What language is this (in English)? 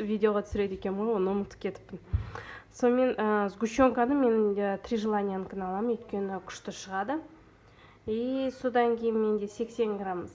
Kazakh